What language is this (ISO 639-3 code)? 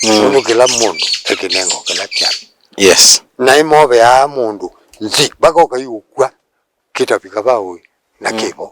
kam